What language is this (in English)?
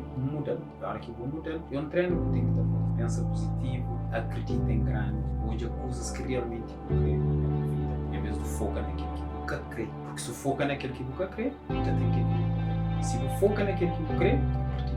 Kabuverdianu